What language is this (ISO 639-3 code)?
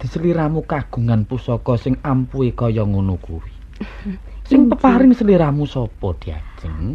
jav